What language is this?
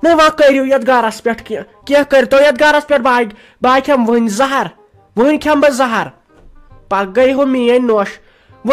Kashmiri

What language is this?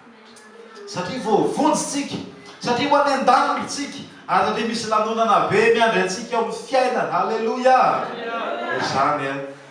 Malagasy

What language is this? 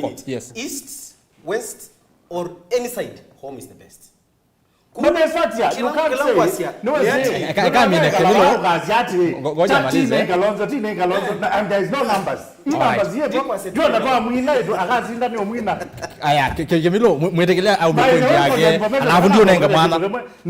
Kamba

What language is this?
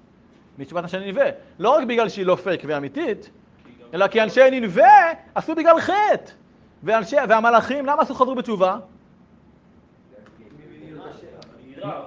Hebrew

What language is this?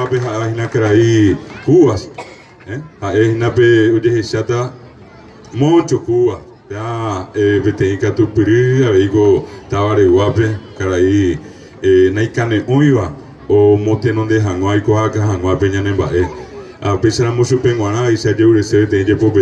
Guarani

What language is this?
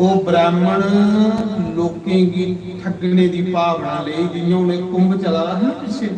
Dogri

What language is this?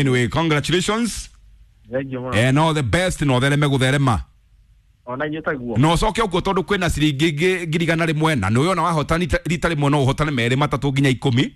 Kikuyu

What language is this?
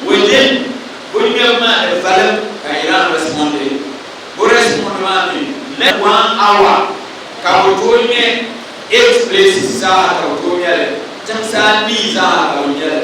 Dagbani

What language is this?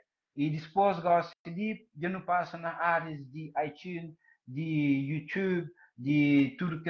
Kabuverdianu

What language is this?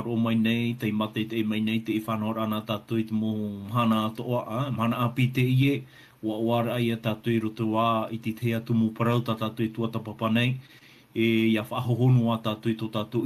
Tahitian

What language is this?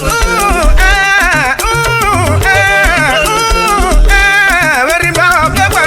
Urhobo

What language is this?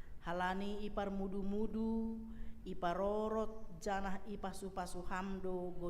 Batak Simalungun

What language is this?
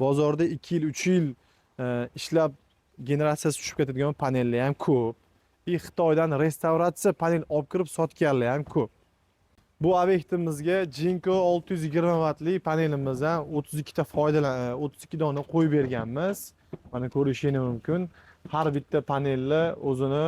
Uzbek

